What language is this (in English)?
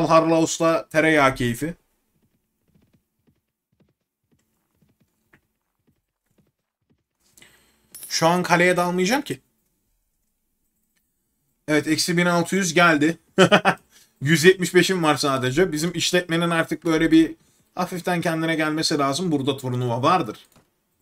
Turkish